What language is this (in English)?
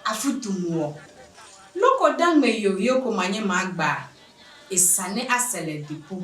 Adangme